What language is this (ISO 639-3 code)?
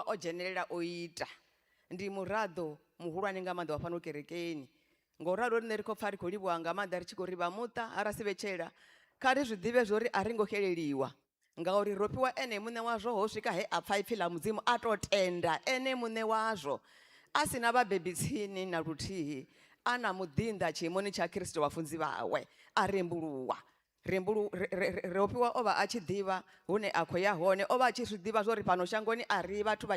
ven